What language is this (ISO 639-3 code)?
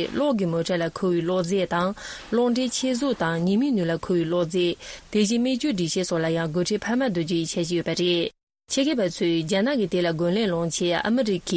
bod